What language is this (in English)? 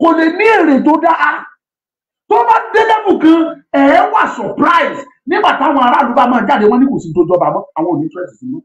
Yoruba